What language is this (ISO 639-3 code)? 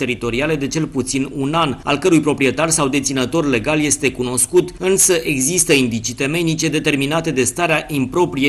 ron